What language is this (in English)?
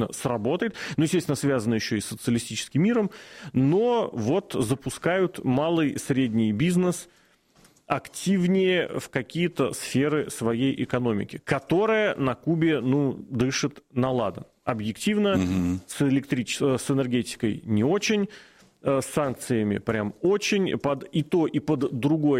Russian